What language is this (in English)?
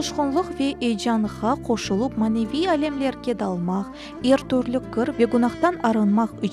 Crimean Tatar